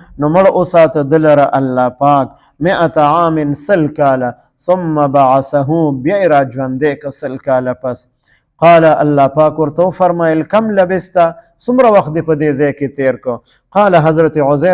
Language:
Pashto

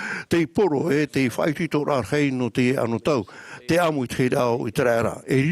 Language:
Tahitian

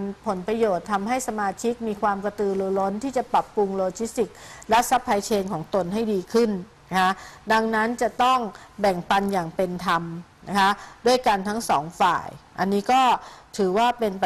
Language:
Thai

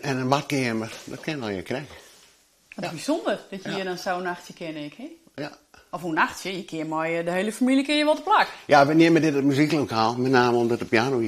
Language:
Western Frisian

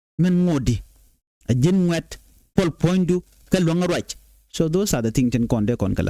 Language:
Nuer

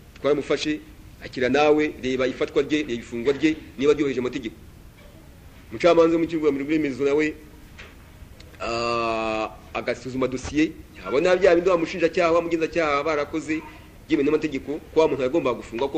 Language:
Kinyarwanda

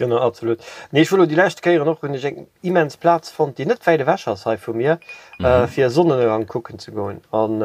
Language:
Luxembourgish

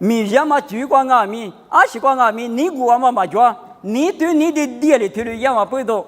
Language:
Lisu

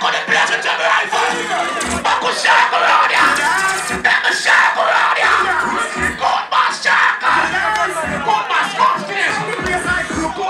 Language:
Jamaican Creole English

